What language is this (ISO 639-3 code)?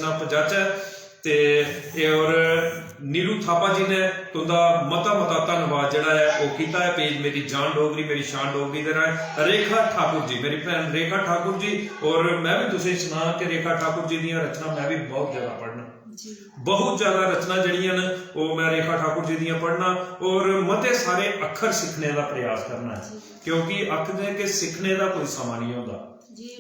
doi